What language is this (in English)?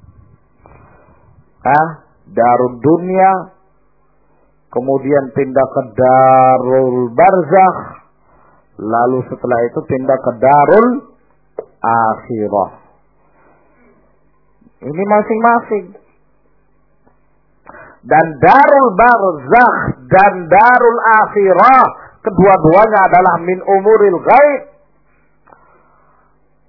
Indonesian